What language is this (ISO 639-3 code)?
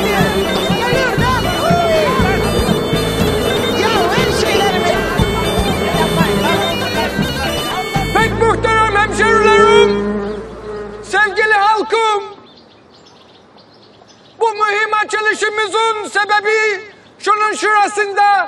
tur